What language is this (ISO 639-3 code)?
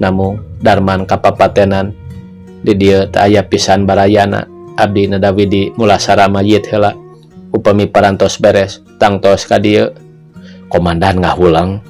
sun